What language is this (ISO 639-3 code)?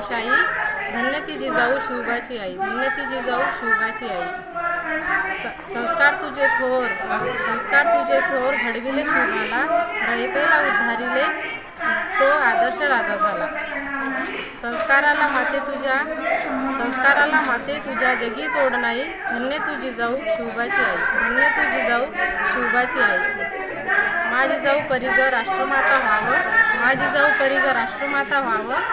mar